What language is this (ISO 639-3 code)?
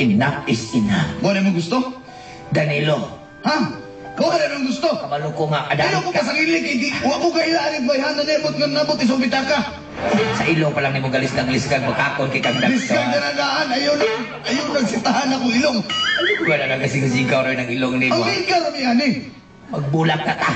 ceb